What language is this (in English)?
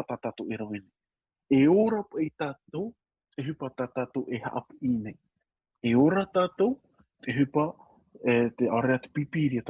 Tahitian